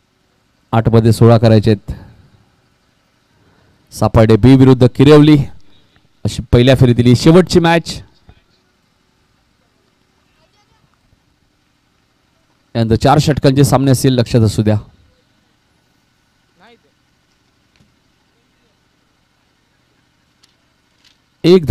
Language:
Marathi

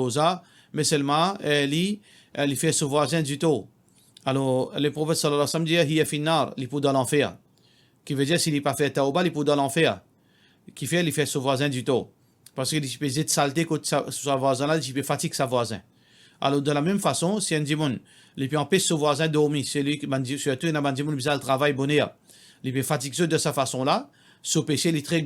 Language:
Morisyen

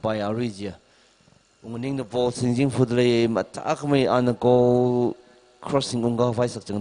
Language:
Tangkhul Naga (India)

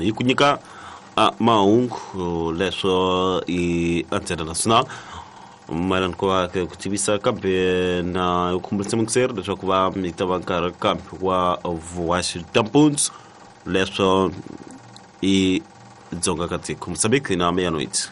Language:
Tsonga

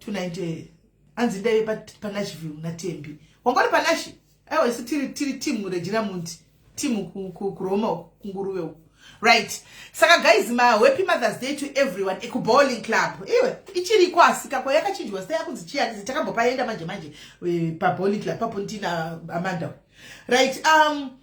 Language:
Shona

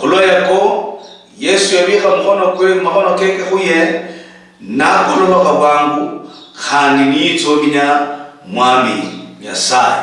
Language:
Luyia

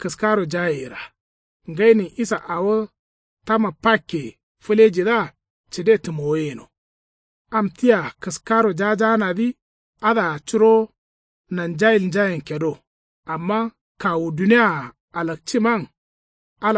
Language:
Kanuri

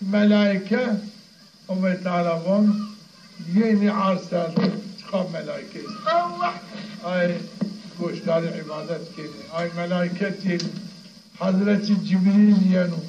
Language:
Zaza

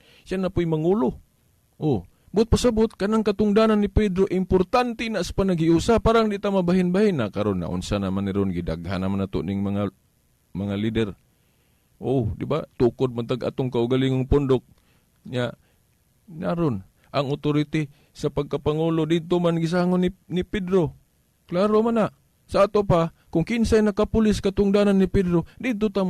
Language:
Cebuano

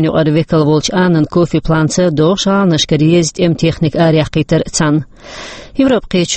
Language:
Chechen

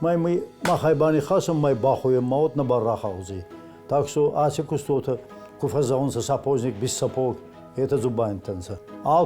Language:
Ossetic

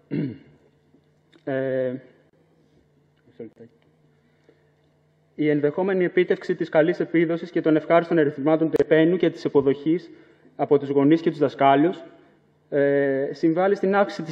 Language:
Greek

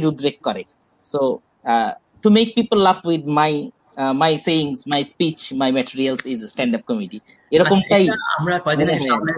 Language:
Bangla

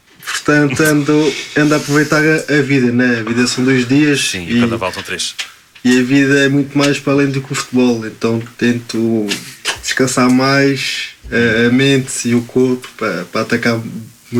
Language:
Portuguese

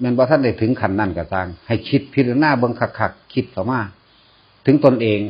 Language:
Northeastern Thai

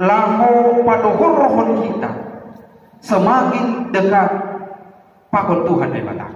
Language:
Batak Simalungun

